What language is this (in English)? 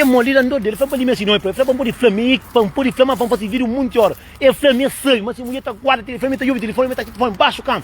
Kabuverdianu